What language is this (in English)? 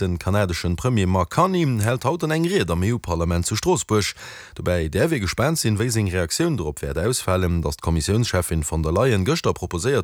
Luxembourgish